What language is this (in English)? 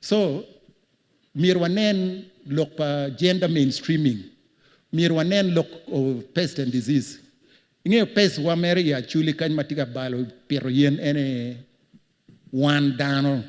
Acoli